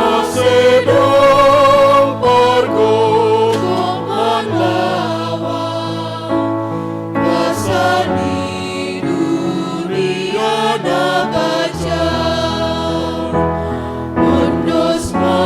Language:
Batak Simalungun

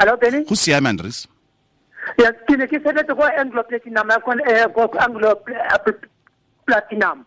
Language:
Tswana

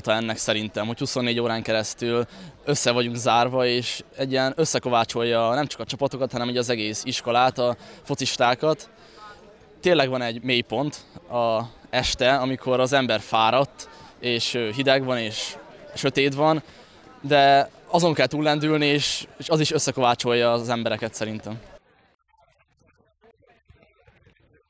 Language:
Hungarian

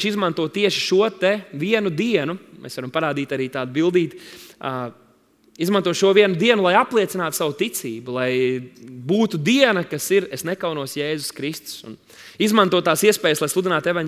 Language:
Latvian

